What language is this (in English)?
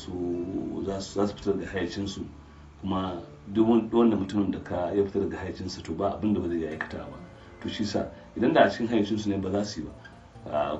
Hausa